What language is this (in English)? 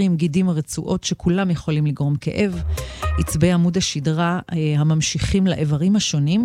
Hebrew